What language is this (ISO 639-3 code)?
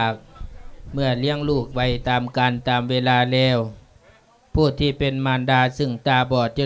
lao